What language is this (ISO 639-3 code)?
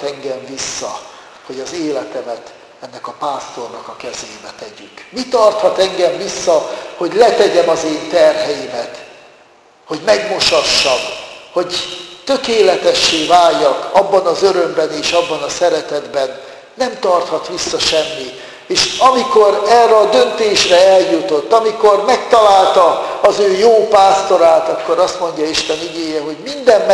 hun